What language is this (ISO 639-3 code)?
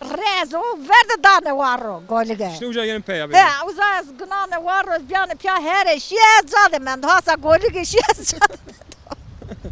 zza